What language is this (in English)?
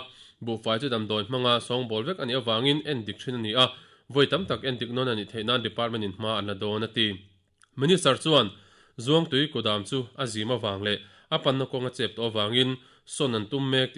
Mizo